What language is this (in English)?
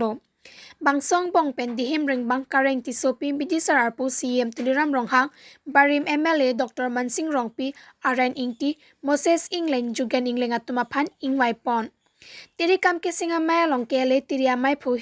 Karbi